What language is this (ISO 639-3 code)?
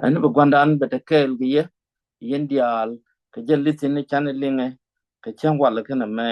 nus